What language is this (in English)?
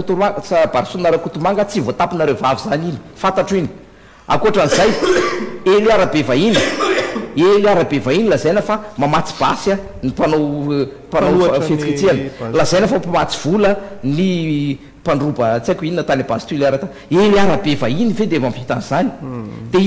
Malagasy